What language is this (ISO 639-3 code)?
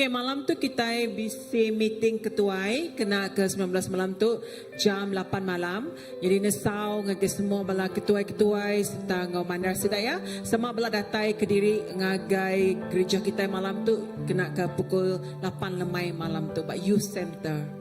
iba